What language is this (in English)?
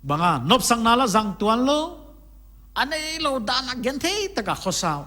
Paite Chin